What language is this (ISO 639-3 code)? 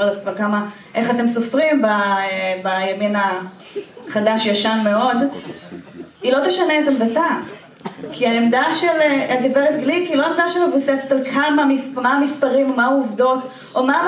heb